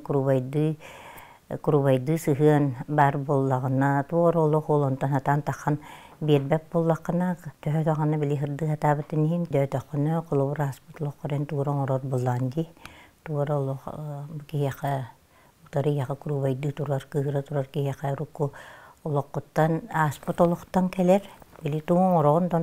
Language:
Yakut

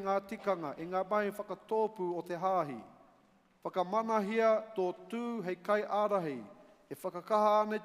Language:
Māori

